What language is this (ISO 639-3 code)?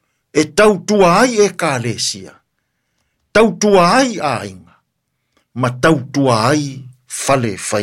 smo